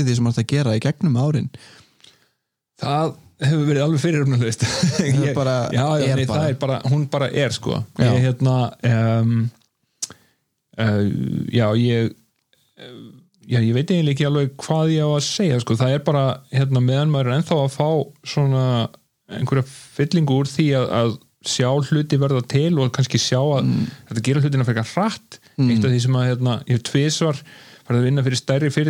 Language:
Icelandic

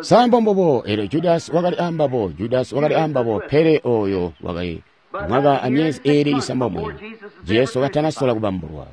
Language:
Tonga (Zambia)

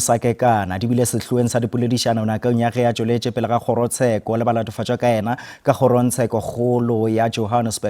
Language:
Northern Sotho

